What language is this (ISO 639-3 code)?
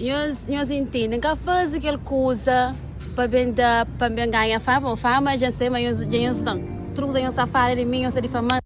kea